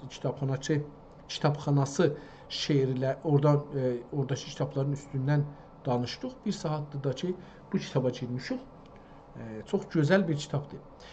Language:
South Azerbaijani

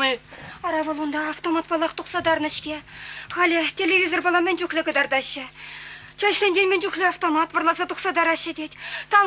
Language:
Chuvash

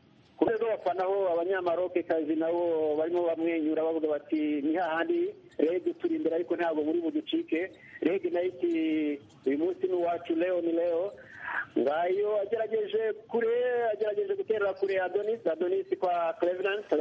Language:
Kinyarwanda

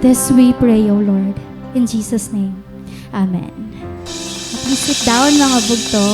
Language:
Waray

